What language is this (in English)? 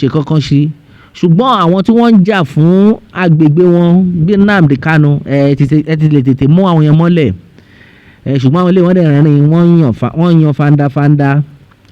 Yoruba